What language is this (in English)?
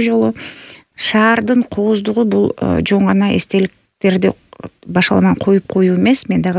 Kyrgyz